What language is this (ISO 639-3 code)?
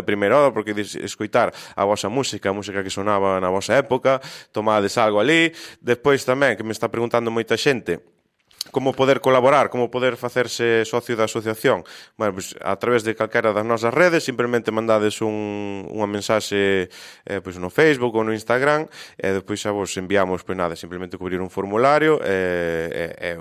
glg